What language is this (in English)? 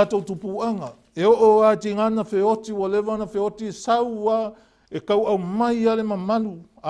Samoan